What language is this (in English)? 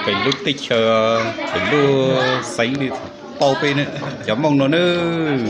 Hmong